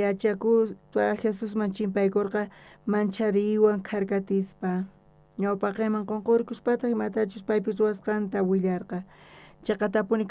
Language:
South Bolivian Quechua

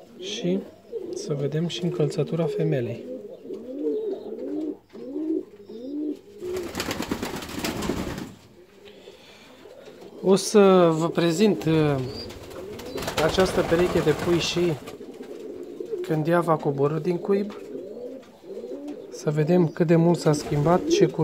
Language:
Romanian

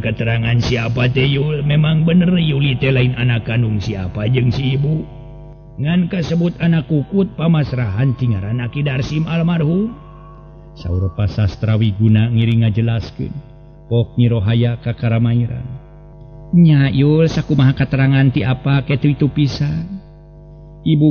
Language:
Sundanese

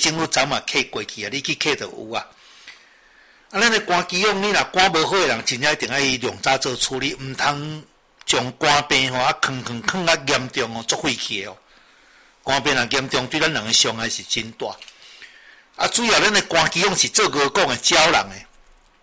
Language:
Min Nan Chinese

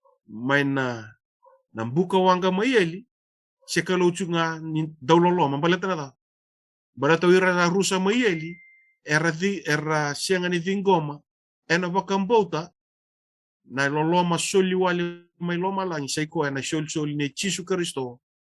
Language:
Fijian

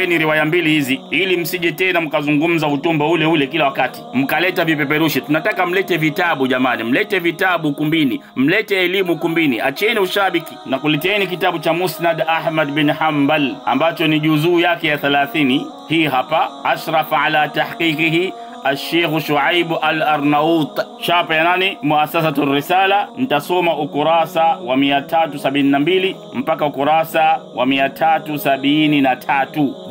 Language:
Swahili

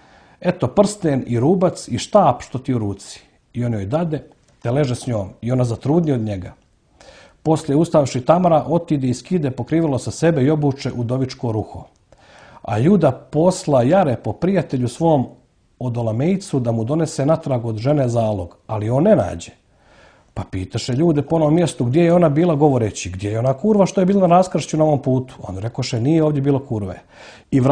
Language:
Serbian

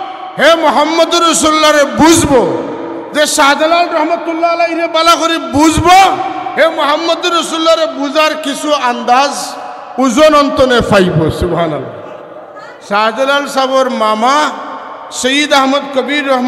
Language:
Sylheti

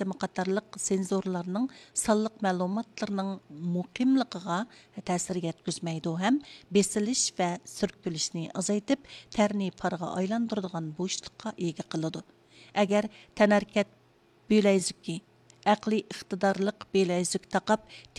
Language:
Uyghur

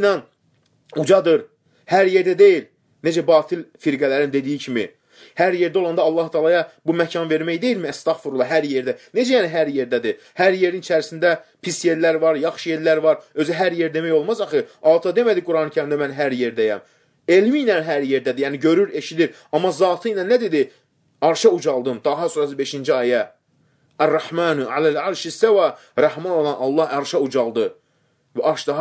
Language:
Azerbaijani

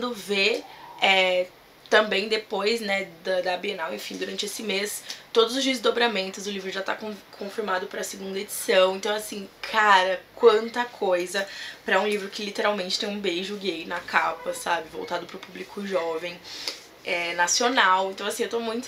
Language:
Portuguese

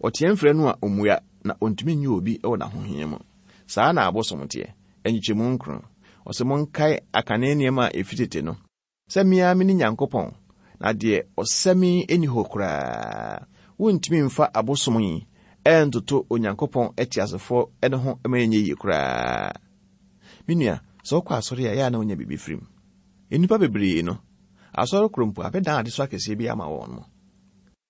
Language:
Akan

